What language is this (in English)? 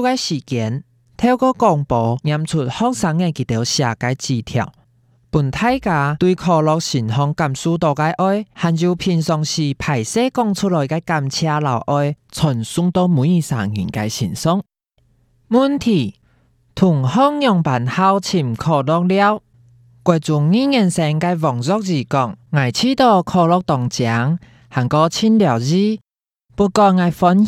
Hakka Chinese